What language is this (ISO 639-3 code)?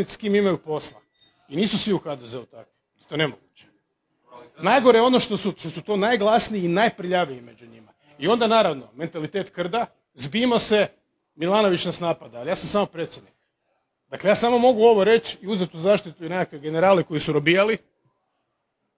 hrv